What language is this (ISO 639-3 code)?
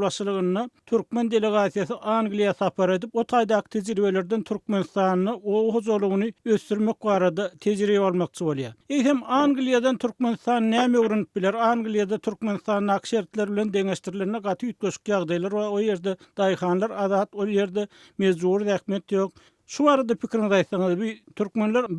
tuk